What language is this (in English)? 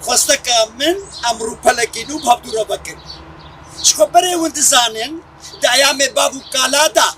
Kurdish